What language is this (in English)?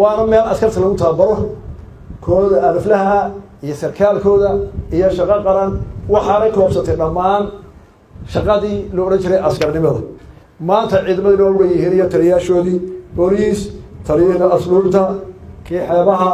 Somali